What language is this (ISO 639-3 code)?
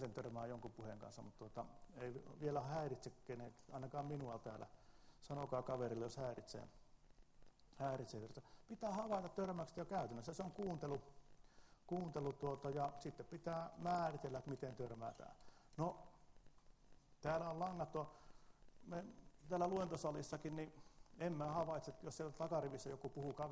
fin